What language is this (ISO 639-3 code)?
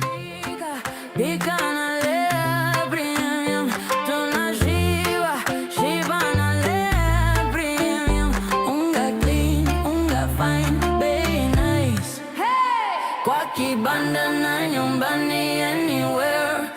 mer